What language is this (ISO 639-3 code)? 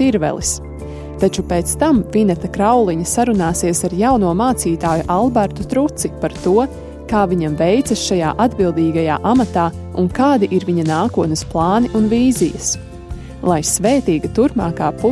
lav